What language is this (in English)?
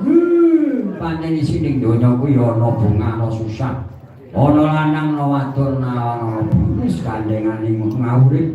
Javanese